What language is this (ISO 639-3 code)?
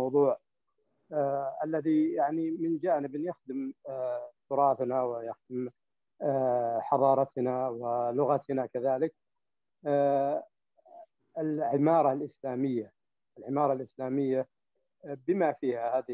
ara